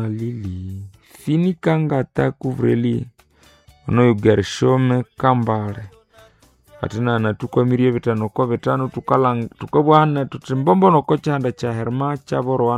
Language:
Nande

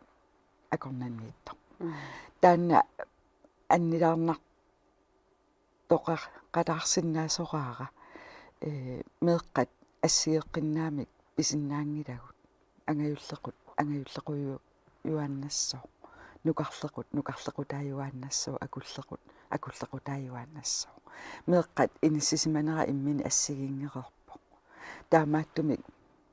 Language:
Kalaallisut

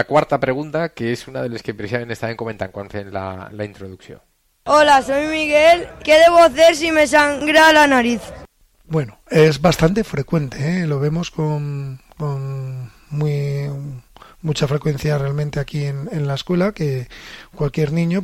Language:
Spanish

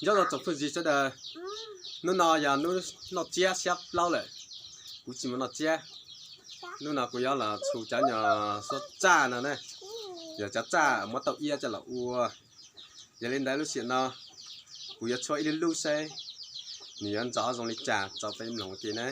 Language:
Hmong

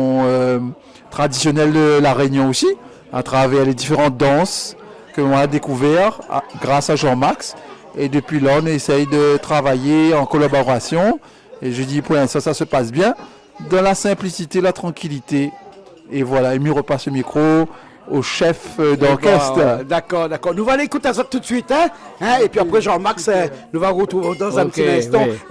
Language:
Réunion Creole French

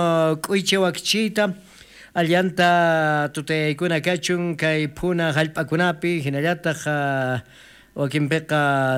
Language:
South Bolivian Quechua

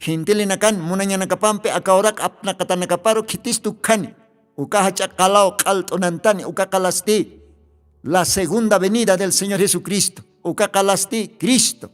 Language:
Aymara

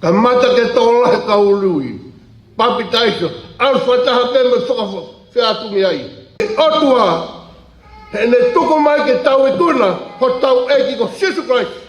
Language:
Tongan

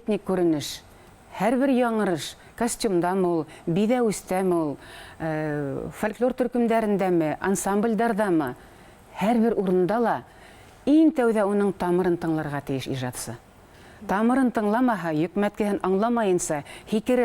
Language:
Bashkir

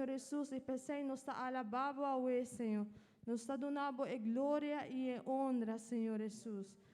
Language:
Papiamento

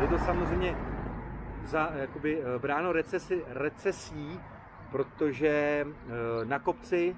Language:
Czech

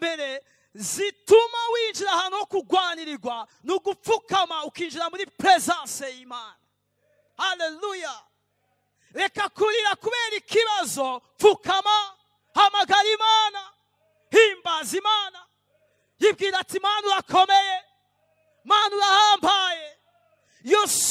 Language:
Rundi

